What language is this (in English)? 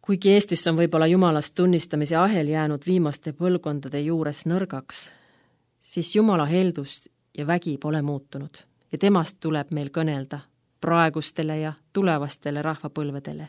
Estonian